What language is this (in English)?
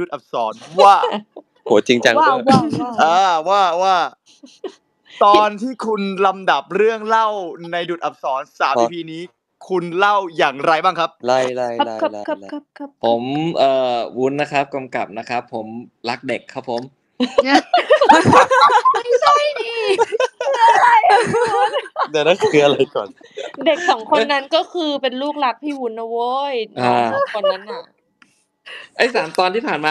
Thai